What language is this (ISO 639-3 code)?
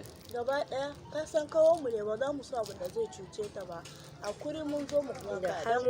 hau